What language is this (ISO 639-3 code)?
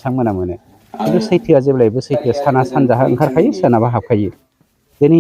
brx